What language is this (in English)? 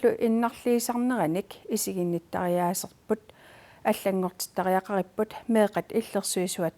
Kalaallisut